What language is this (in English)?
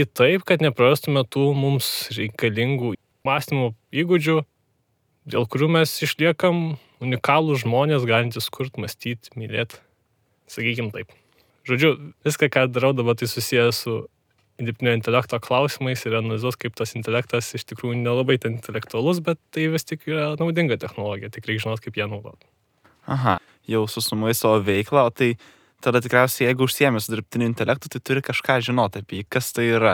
Lithuanian